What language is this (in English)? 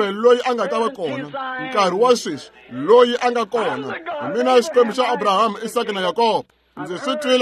Tsonga